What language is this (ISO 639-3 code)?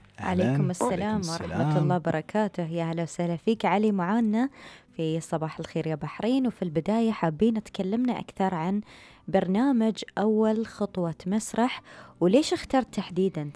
afb